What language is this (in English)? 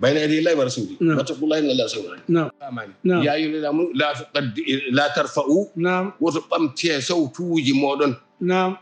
Fula